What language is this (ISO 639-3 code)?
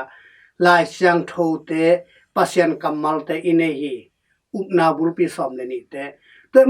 ctd